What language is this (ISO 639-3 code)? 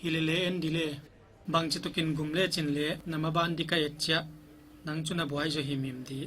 pck